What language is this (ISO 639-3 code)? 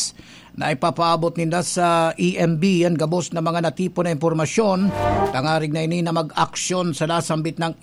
bik